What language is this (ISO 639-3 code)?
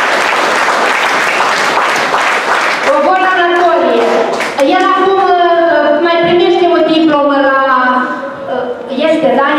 ron